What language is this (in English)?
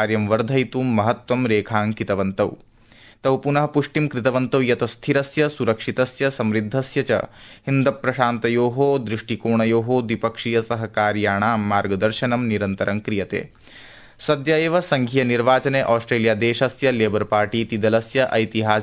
Sanskrit